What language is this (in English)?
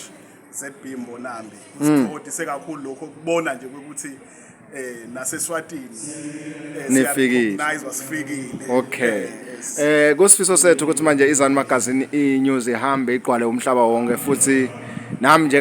Zulu